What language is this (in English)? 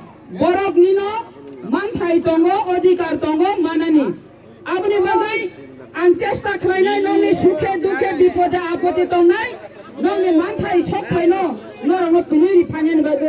Kok Borok